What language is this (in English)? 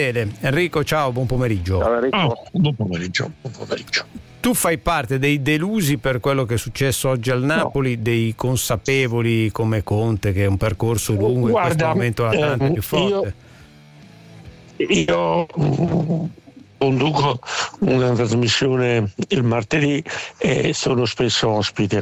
Italian